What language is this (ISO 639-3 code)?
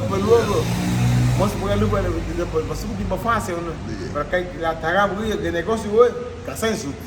cab